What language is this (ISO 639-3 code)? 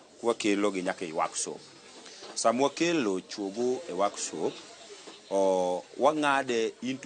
luo